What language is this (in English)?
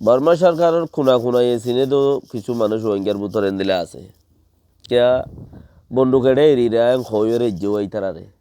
Rohingya